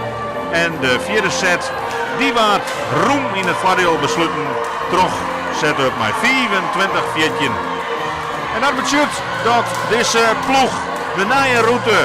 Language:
Western Frisian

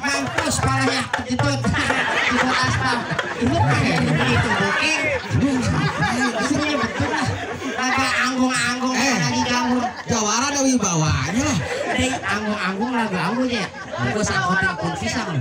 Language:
Betawi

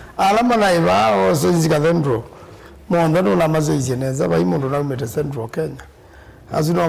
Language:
Kamba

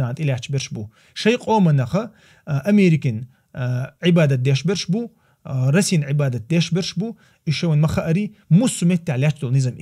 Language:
Chechen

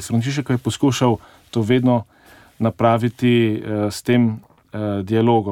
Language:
Slovenian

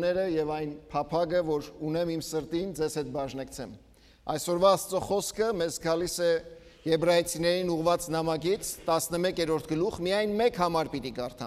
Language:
Armenian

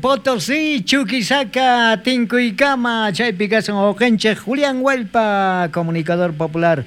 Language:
South Bolivian Quechua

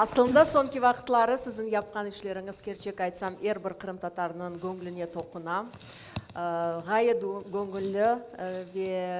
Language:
Crimean Tatar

